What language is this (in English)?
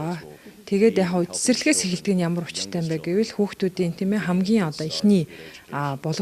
Mongolian